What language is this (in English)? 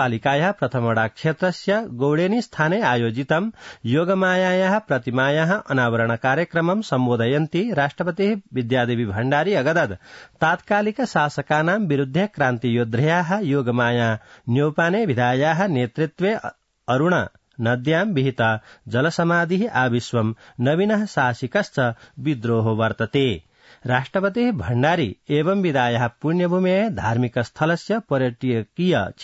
Sanskrit